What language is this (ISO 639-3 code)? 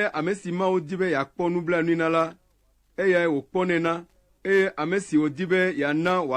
ewe